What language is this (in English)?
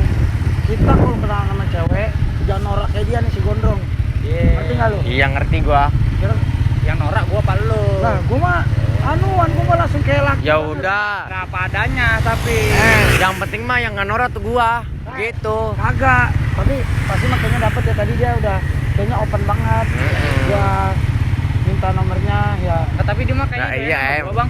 Betawi